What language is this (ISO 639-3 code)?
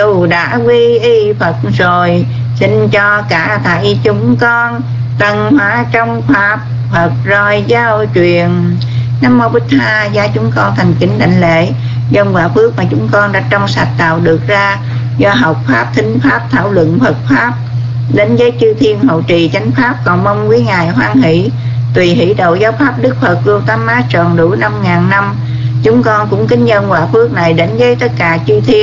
vie